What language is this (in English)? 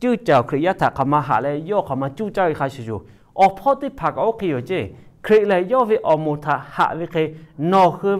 Lahu